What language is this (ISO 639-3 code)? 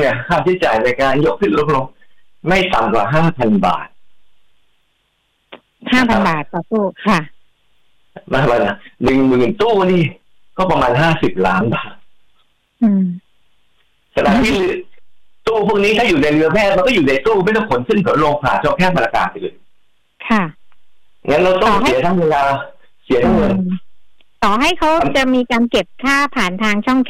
tha